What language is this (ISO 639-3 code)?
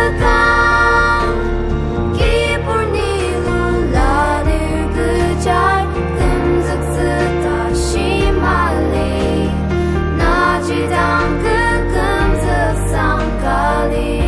njo